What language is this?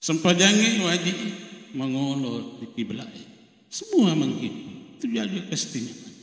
Buginese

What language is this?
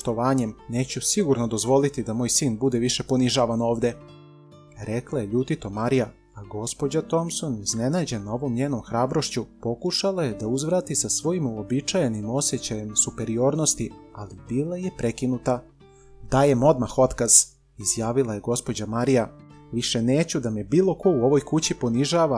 Serbian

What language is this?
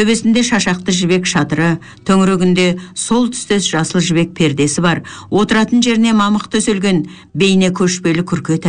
Kazakh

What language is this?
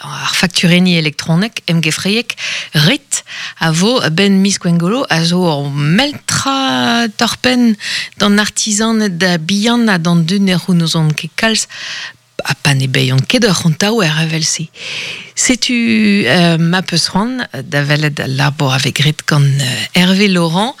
Breton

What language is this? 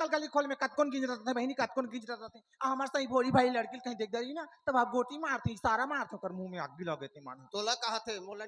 Chhattisgarhi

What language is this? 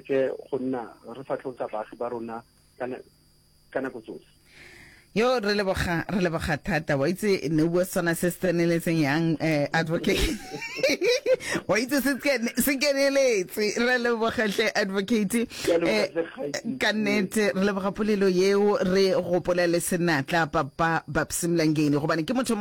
Northern Sotho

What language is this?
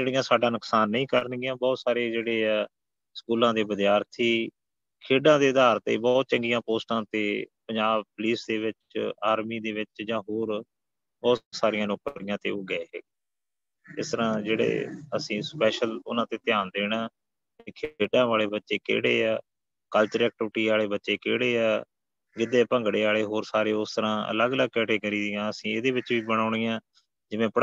Punjabi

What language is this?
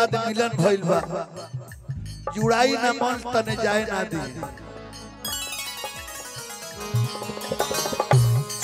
Bhojpuri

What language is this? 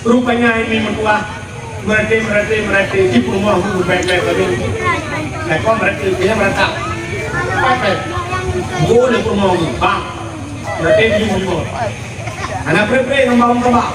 Achinese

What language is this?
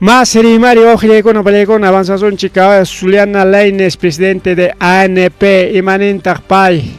Ayacucho Quechua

